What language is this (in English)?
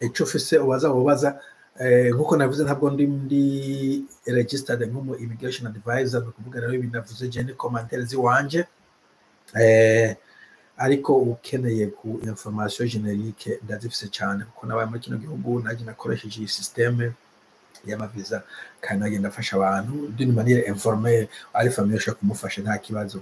Rundi